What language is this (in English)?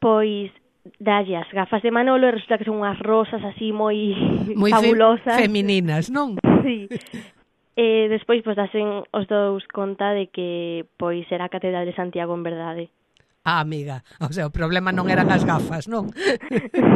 Galician